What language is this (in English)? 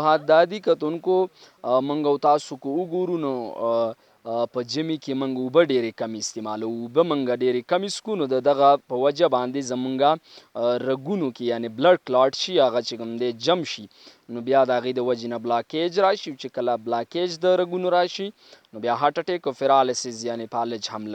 Pashto